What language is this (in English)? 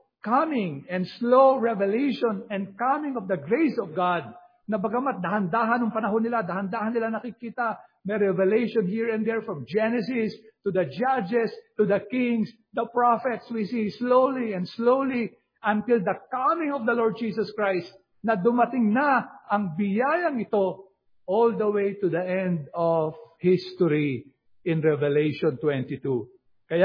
Filipino